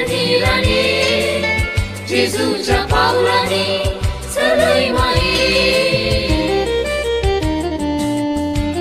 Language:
Konkani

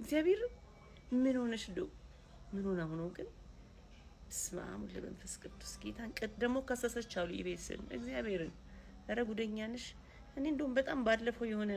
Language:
Amharic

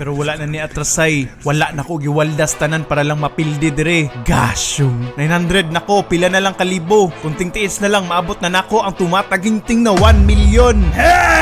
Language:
Cebuano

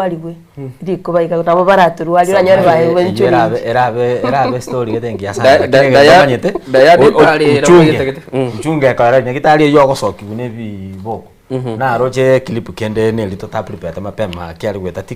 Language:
Gusii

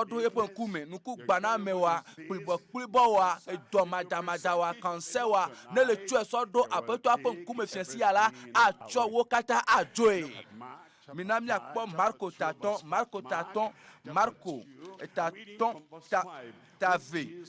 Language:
Ewe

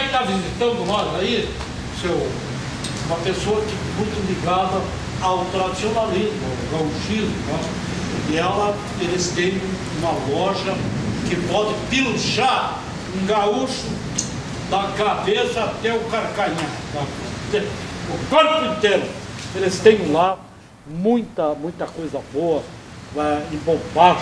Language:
Portuguese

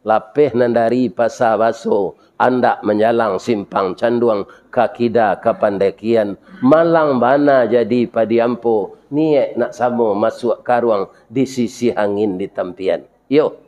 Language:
Minangkabau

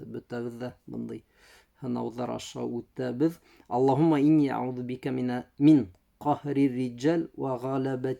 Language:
Bashkir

